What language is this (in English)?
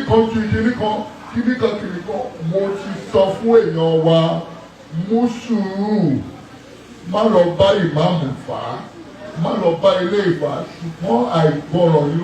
Yoruba